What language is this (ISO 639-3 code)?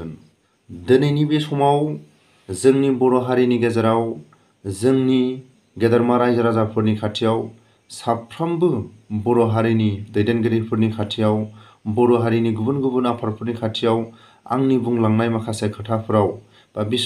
brx